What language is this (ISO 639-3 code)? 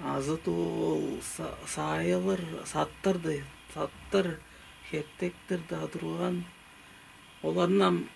tyv